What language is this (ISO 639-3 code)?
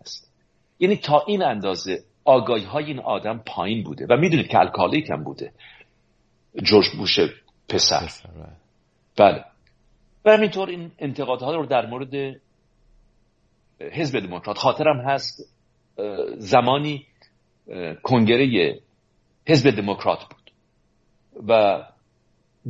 fas